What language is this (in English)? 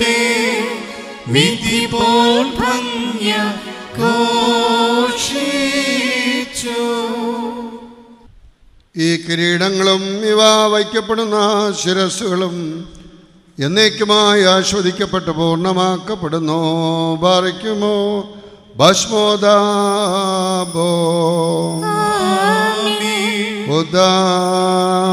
Malayalam